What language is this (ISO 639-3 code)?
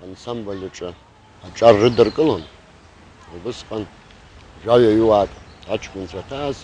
abk